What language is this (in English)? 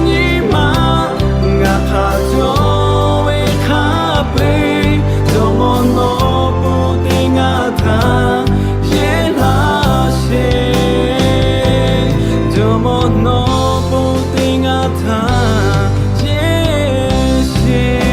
Lahu